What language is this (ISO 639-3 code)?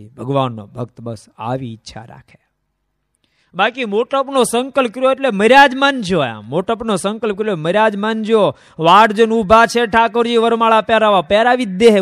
guj